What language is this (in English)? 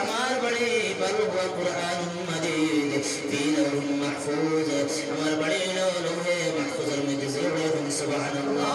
Sylheti